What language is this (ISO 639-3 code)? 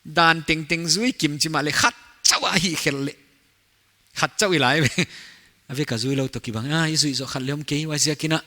pck